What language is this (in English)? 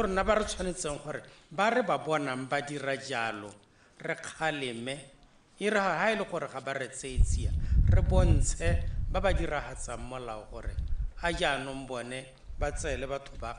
Tswana